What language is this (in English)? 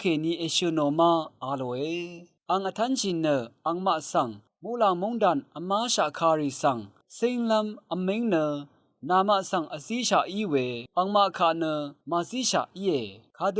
Rawang